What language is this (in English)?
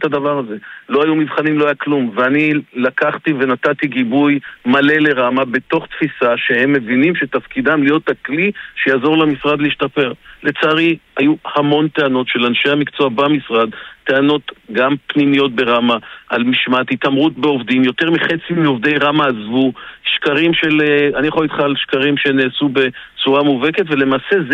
Hebrew